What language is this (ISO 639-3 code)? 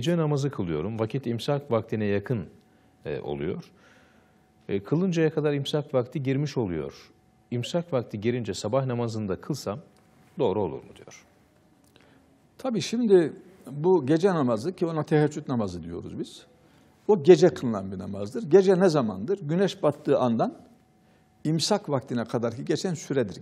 tur